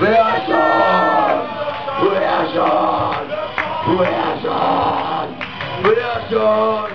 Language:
Bavarian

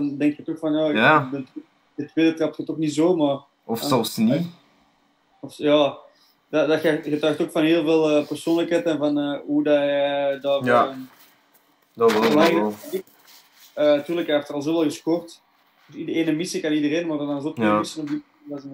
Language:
Dutch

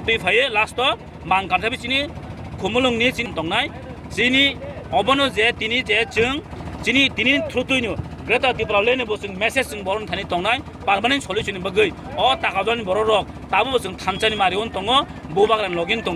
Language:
Kok Borok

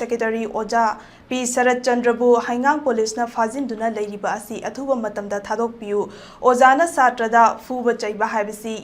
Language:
Manipuri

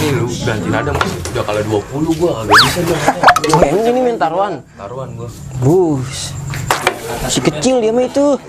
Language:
Betawi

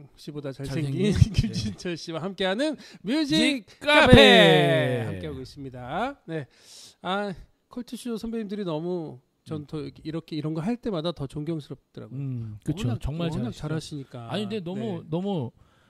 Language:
Korean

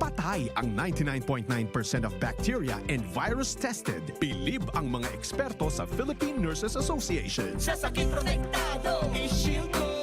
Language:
Bikol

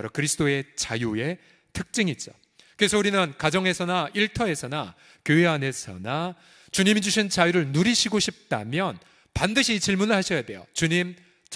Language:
Korean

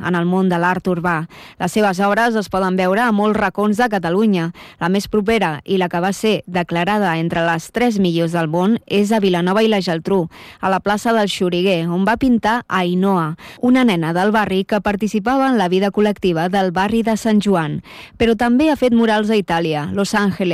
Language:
Catalan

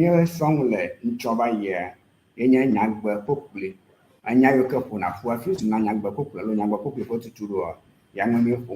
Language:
Ewe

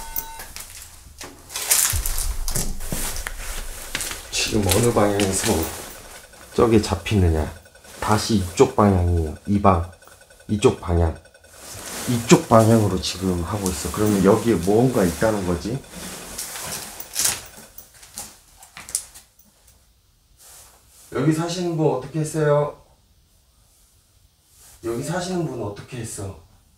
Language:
Korean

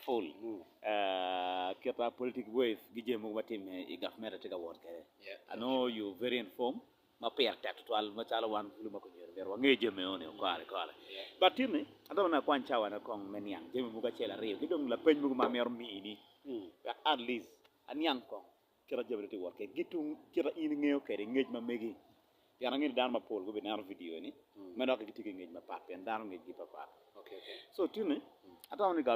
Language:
Acoli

